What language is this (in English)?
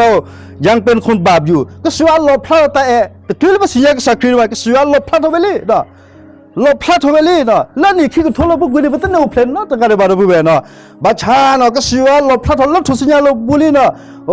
S'gaw Karen